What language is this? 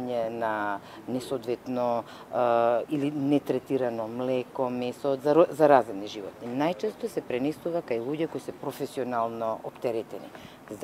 Macedonian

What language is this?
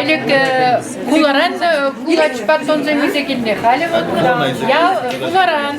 Chuvash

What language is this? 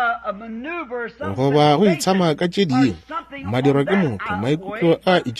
Northern Sotho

